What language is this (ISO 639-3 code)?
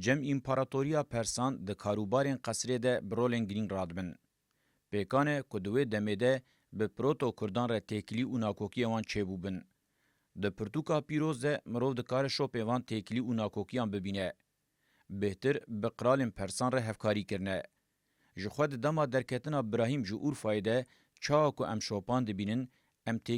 kur